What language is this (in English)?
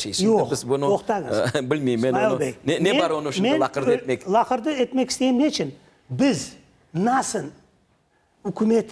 Crimean Tatar